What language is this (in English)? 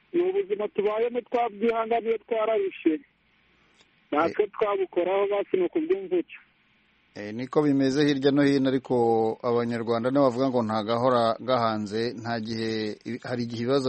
Kinyarwanda